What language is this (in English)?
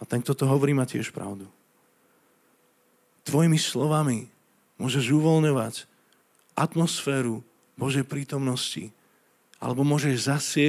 Slovak